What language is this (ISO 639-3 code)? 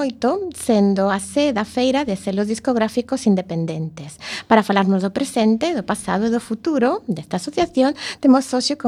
glg